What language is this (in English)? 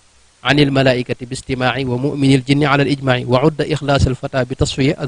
Wolof